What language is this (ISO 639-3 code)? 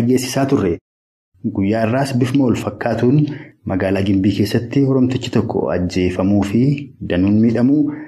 orm